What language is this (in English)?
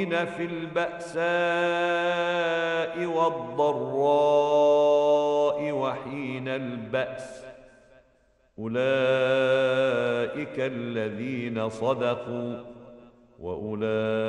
Arabic